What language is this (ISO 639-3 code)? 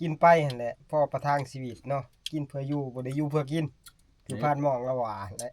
tts